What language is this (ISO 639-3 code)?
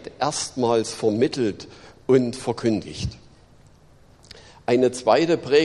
deu